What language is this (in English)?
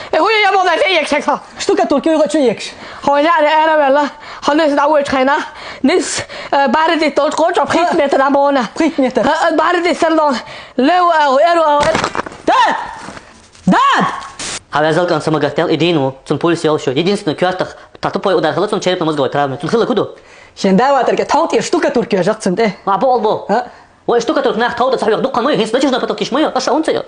Chechen